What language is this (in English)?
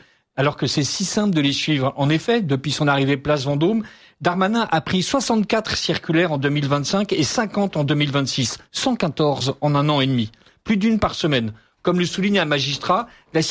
French